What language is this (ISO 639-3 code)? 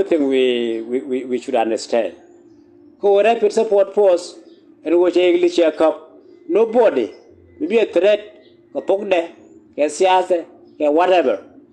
nus